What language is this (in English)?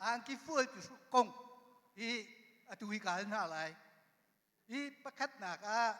Hakha Chin